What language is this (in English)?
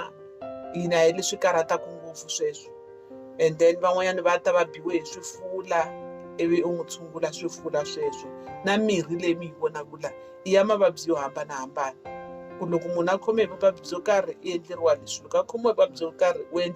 Tsonga